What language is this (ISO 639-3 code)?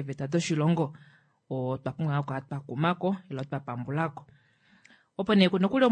kua